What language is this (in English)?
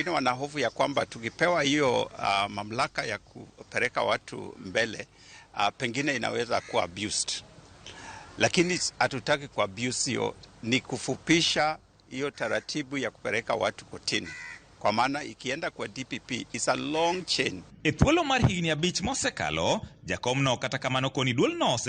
Luo (Kenya and Tanzania)